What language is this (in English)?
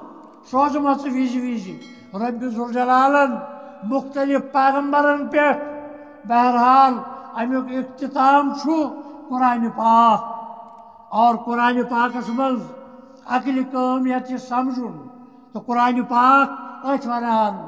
Kashmiri